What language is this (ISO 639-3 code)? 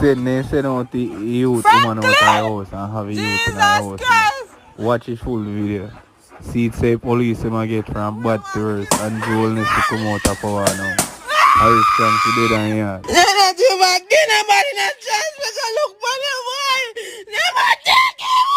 jam